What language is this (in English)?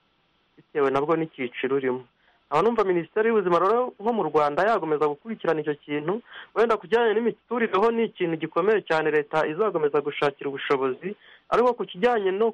Kinyarwanda